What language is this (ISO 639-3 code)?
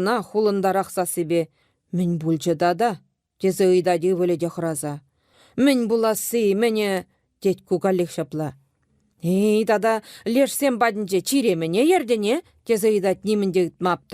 chv